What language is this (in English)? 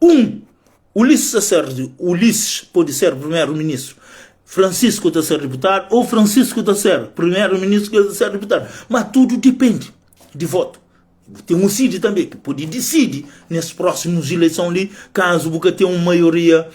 Kabuverdianu